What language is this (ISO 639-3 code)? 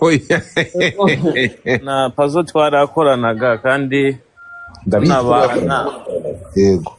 kin